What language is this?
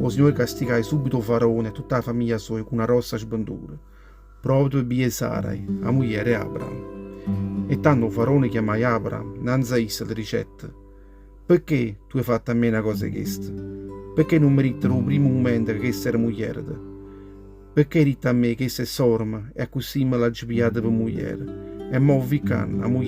Neapolitan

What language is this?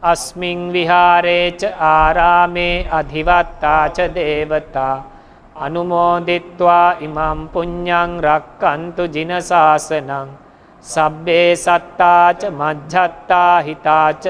Pali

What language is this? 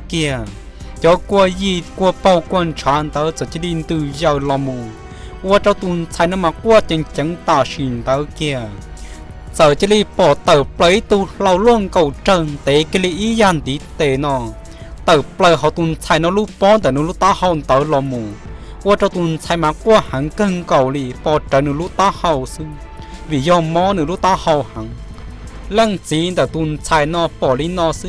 Hmong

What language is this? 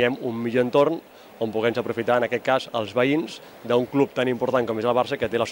Catalan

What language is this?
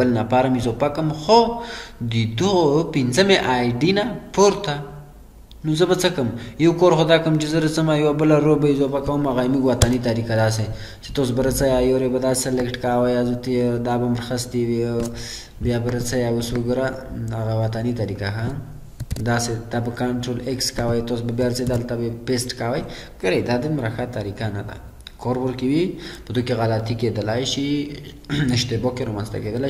Pashto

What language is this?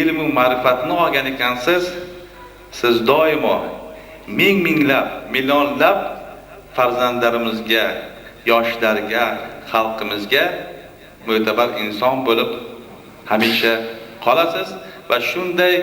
Uzbek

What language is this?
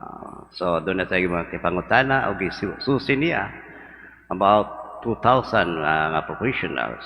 Cebuano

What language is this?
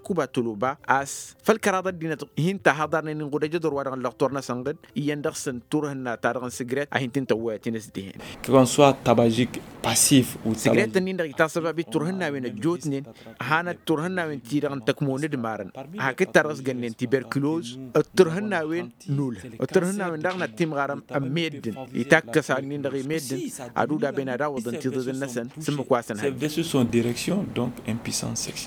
Tamasheq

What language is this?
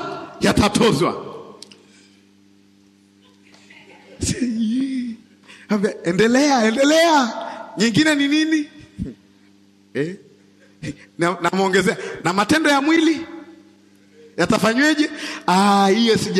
Swahili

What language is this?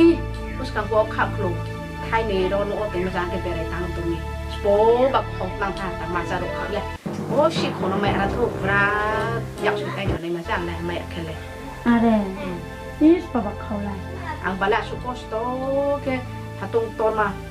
Riang (India)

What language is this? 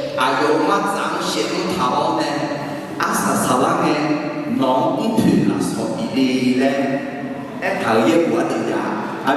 Akha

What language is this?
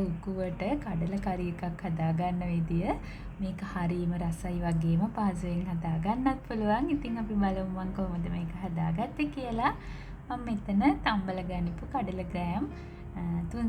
Sinhala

